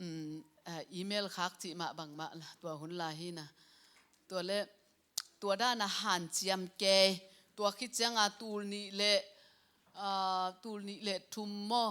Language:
Tedim Chin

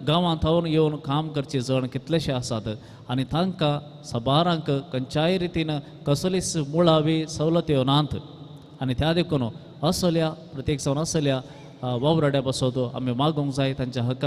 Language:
Konkani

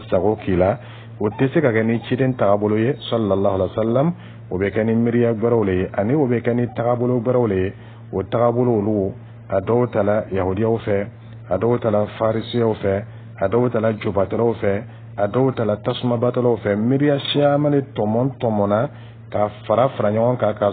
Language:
Dyula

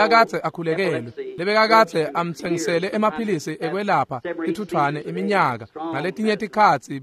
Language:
Swati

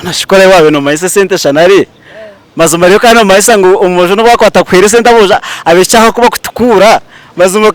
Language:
Nyankole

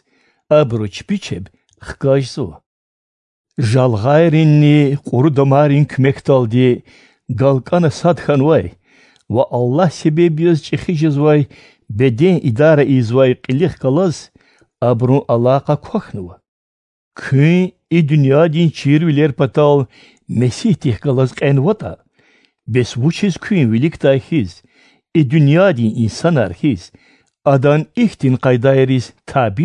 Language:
Lezghian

